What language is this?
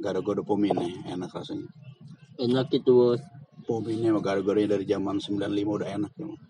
Betawi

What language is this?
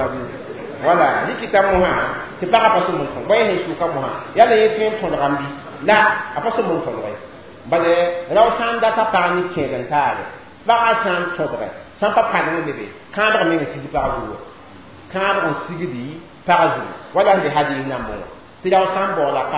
Mossi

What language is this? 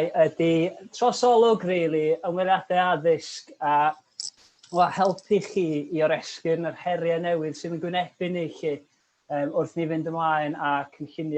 Welsh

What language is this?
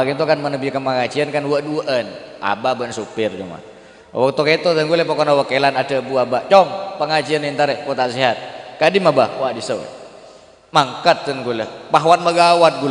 Madurese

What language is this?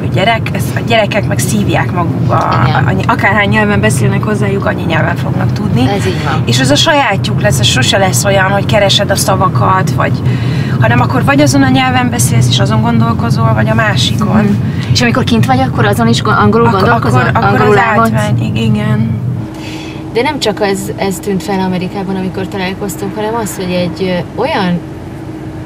Hungarian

